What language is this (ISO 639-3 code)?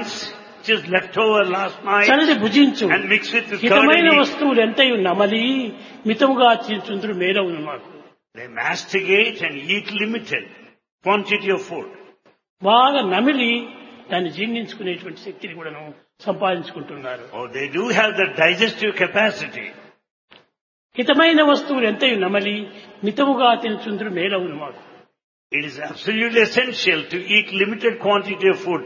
tel